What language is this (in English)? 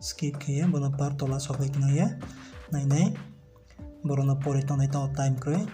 Riang (India)